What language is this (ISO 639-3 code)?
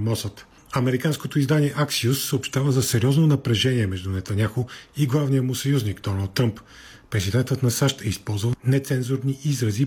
bul